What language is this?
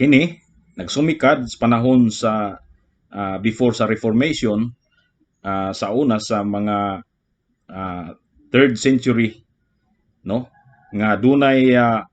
Cebuano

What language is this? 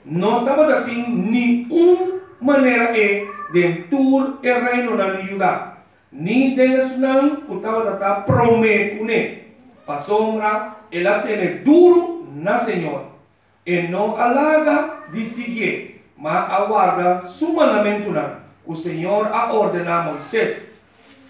Papiamento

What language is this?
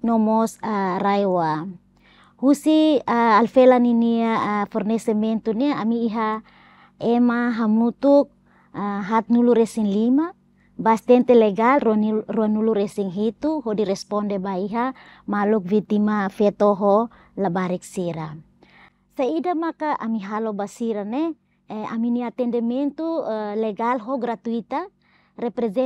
Tetum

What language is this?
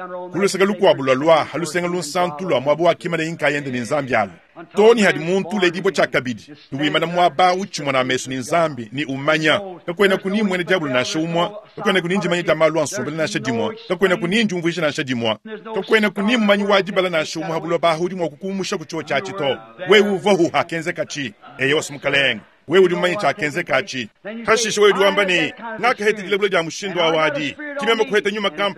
Luba-Lulua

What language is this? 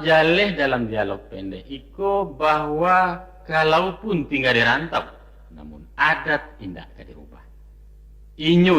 Minangkabau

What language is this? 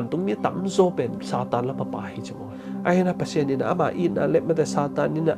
Tedim Chin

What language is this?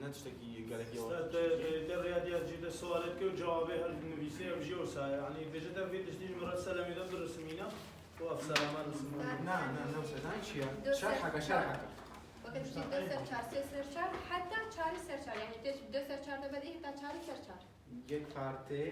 Kurdish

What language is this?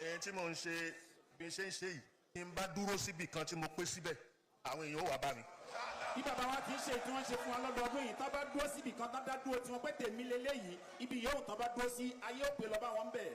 Yoruba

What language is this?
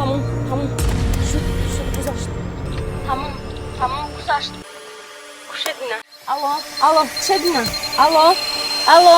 Tajik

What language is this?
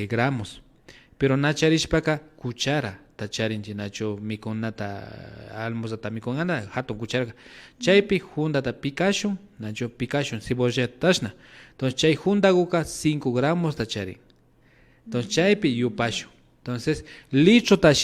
Imbabura Highland Quichua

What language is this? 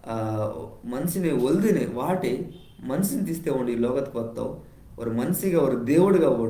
Koya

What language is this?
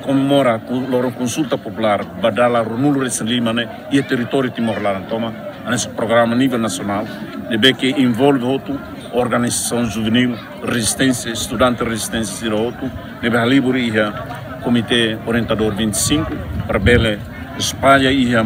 Tetum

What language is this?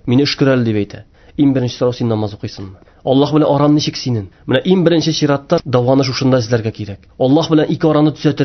Tatar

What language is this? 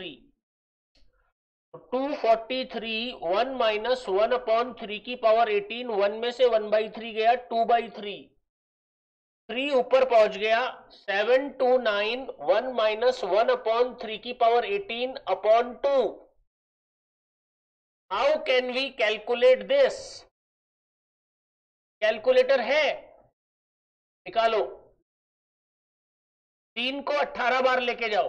Hindi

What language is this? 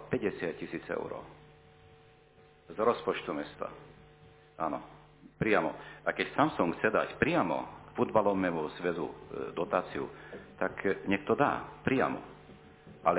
Slovak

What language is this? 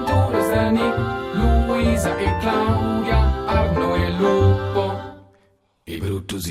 Romansh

